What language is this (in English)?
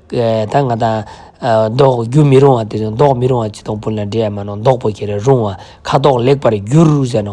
Ladakhi